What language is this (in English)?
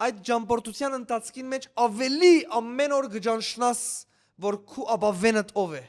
Western Armenian